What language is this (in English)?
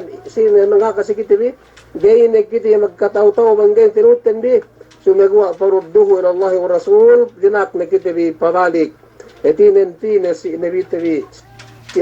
Yakan